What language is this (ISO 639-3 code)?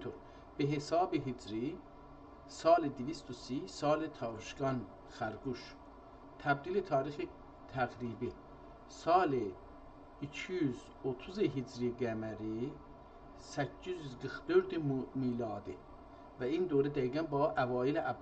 azb